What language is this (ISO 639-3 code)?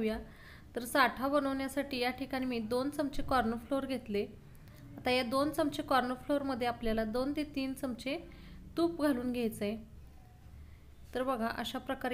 mar